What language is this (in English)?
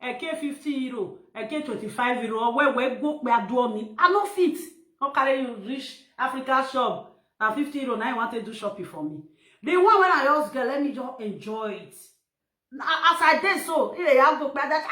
Nigerian Pidgin